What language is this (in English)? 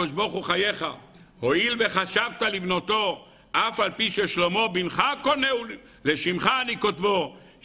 Hebrew